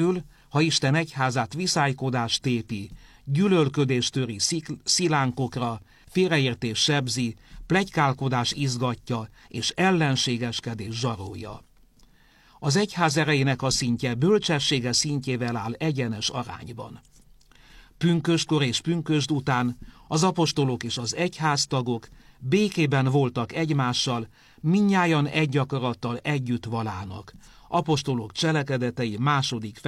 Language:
Hungarian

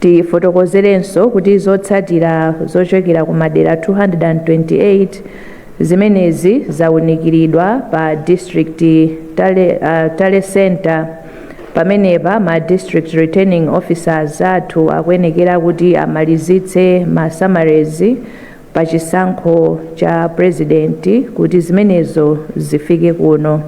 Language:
Nyanja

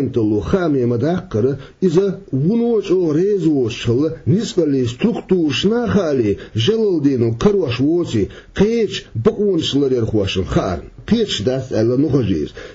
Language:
Chechen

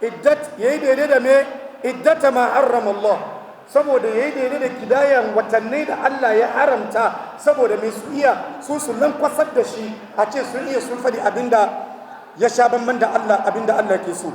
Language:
Hausa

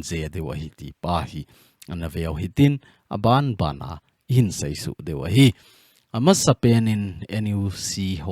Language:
Thado Chin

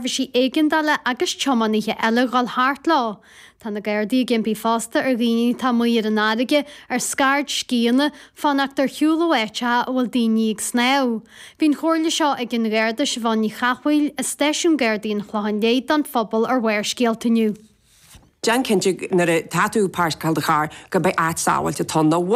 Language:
Irish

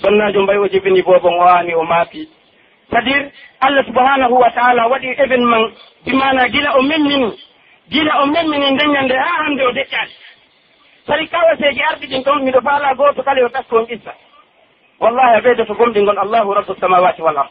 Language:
Pular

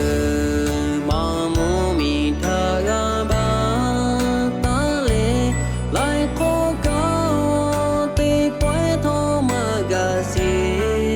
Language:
Lahu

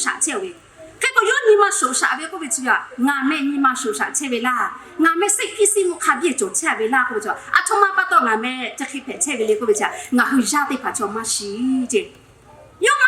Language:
Lahu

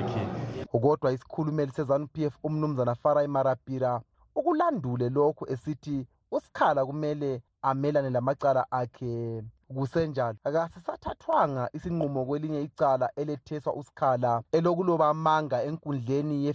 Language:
North Ndebele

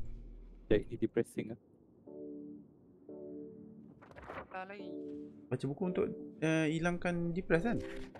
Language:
Malay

